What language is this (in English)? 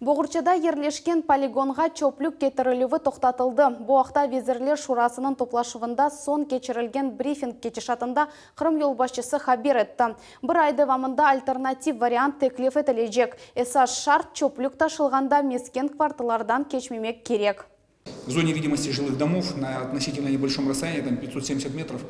Crimean Tatar